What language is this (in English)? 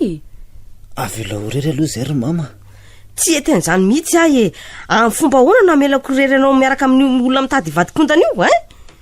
Malagasy